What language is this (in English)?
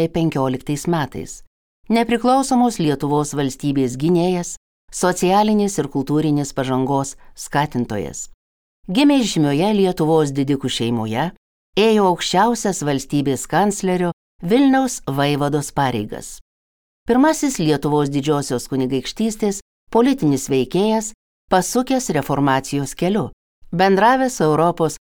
Lithuanian